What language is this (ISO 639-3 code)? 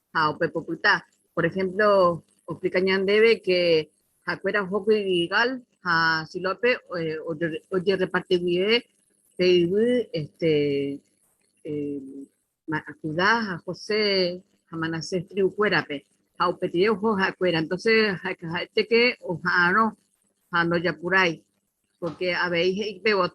grn